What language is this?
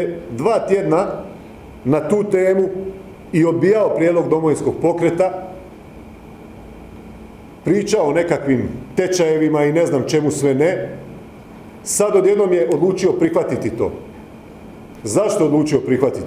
Croatian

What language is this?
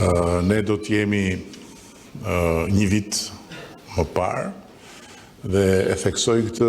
Albanian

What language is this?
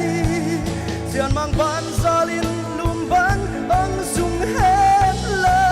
Paite Chin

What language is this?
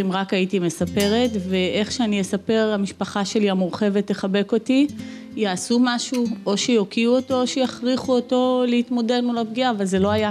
Hebrew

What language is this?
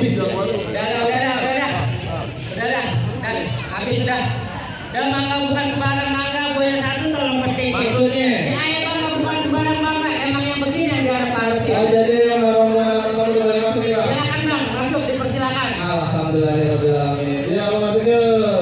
Betawi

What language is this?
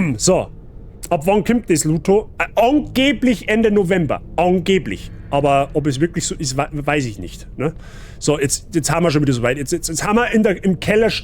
Bavarian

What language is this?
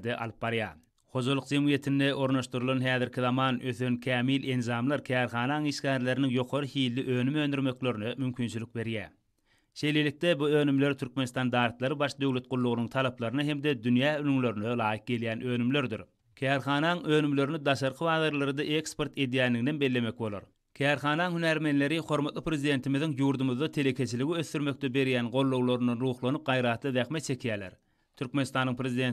Turkmen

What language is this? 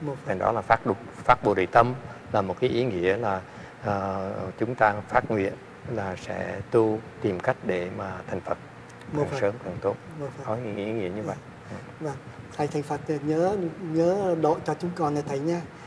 Vietnamese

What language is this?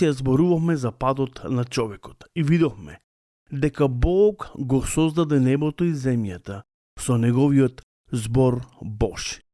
Macedonian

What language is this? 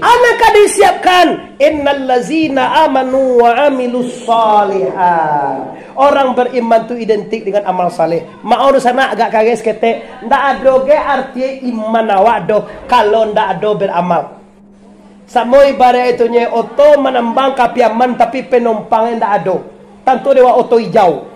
Minangkabau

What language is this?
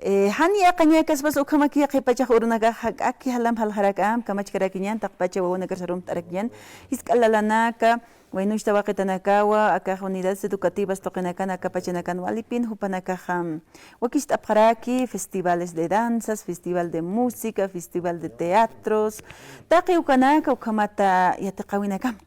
Aymara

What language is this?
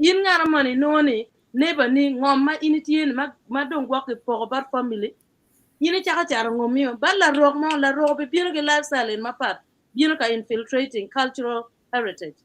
Acoli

